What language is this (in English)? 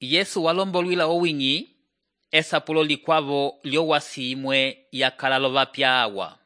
Umbundu